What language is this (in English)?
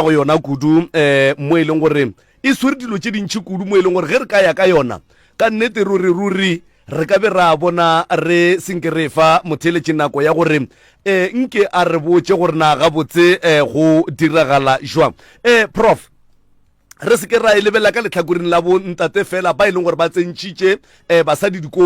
Northern Sotho